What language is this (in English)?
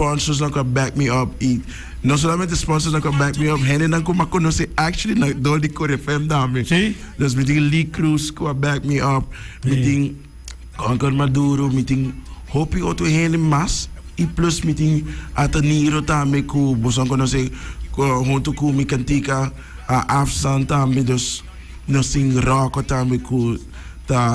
Papiamento